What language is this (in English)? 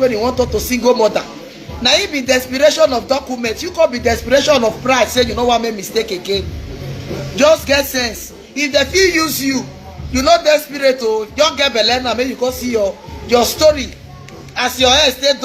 Nigerian Pidgin